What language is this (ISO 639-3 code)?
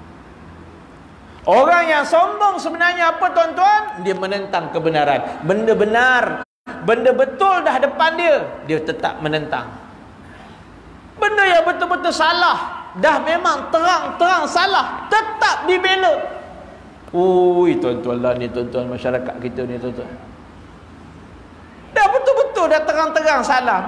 msa